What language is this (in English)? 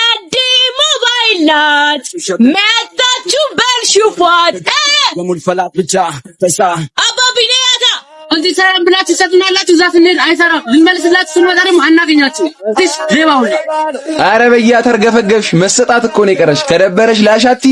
Amharic